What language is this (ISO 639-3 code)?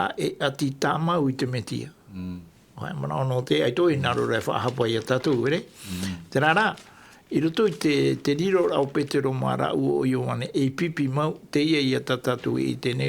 tah